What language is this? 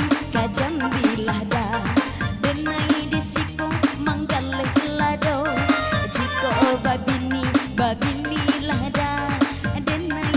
Minangkabau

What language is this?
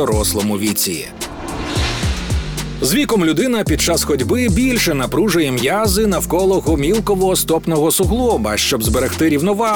Ukrainian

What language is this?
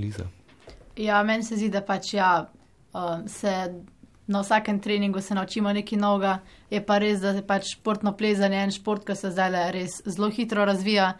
Slovenian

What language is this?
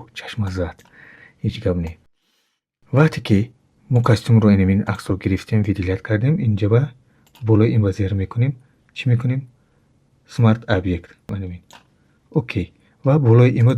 Tajik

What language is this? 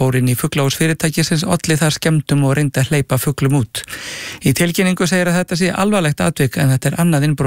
Icelandic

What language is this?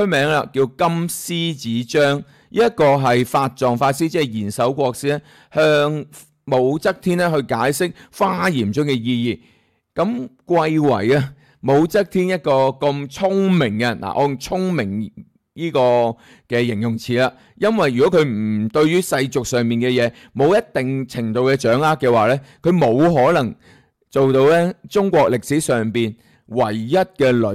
Cantonese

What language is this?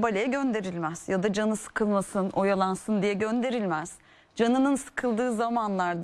Turkish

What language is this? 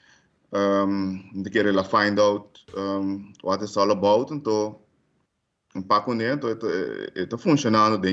Papiamento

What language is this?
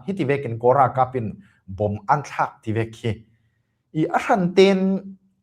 Falam Chin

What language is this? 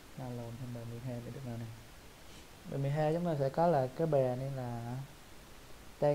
Vietnamese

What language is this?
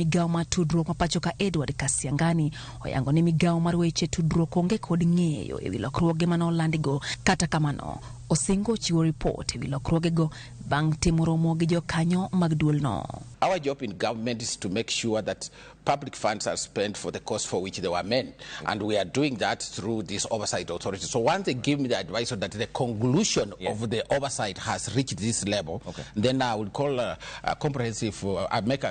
Luo (Kenya and Tanzania)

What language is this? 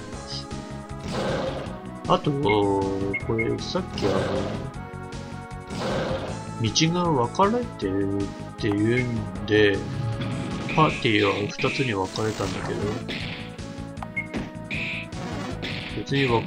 Japanese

